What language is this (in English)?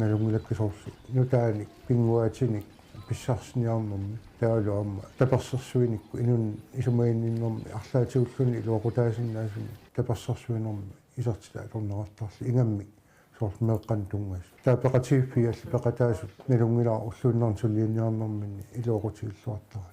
Kalaallisut